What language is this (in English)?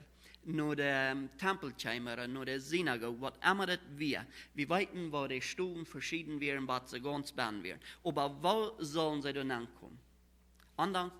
Plautdietsch